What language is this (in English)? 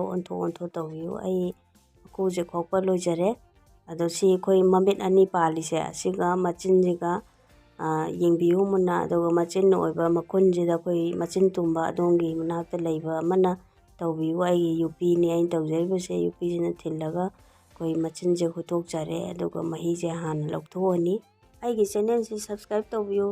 Manipuri